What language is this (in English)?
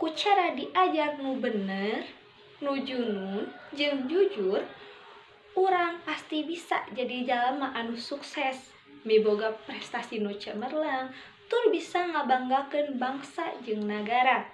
Sundanese